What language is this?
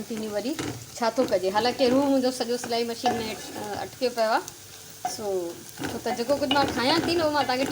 Sindhi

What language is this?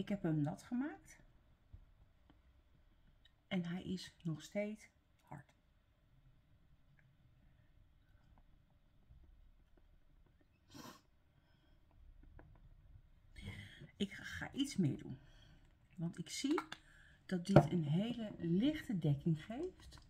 Dutch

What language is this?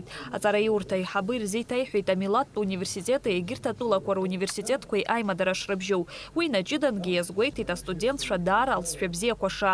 Abkhazian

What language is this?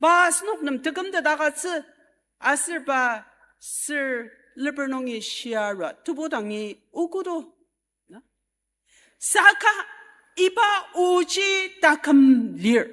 Ao Naga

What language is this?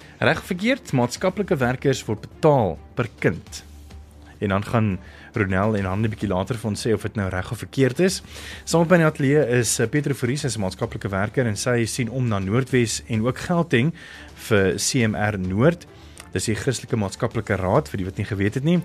Afrikaans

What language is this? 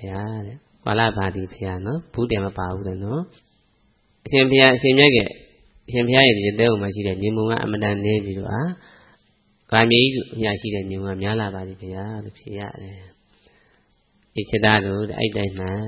Burmese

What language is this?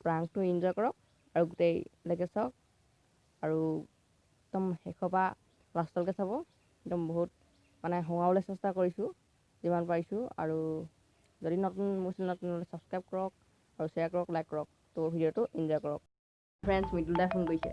Assamese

